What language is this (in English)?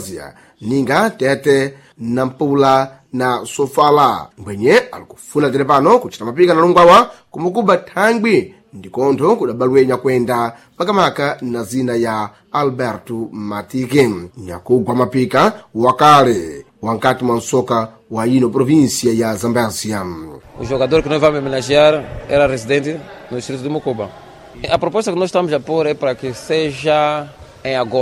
Sena